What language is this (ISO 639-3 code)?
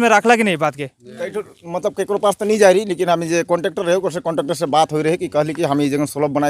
sck